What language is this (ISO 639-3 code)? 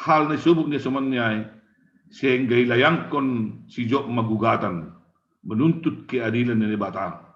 bts